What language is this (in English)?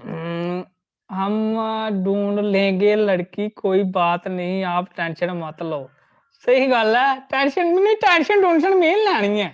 Dogri